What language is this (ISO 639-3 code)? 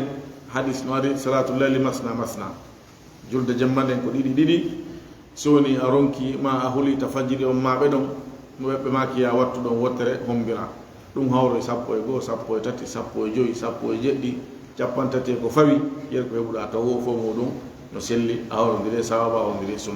ful